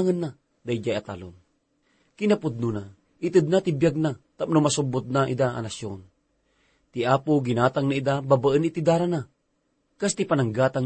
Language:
Iloko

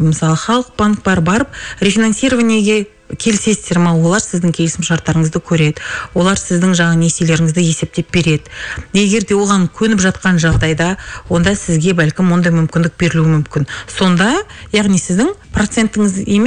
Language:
Kazakh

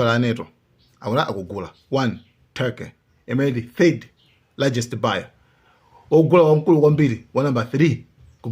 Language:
Nyanja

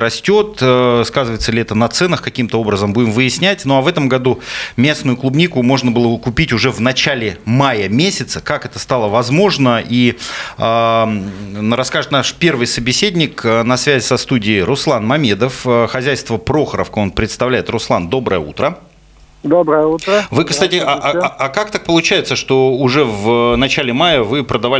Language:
Russian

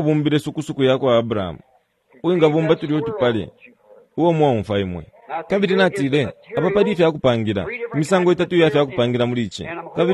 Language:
Bemba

